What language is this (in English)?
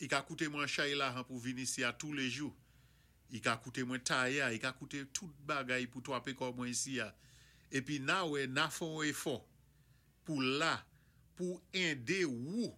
Saint Lucian Creole French